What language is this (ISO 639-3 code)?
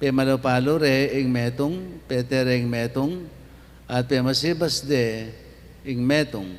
pam